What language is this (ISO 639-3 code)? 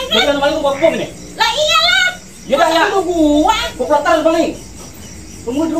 bew